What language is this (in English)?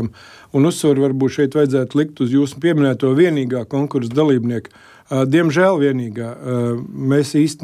Latvian